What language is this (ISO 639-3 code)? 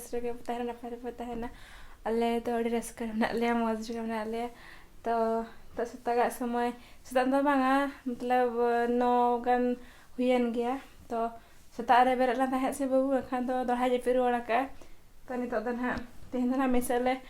sat